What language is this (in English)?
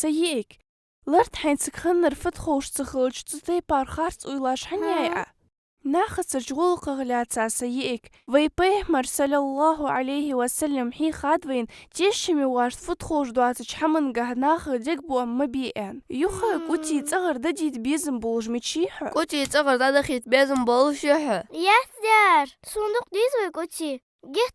Ingush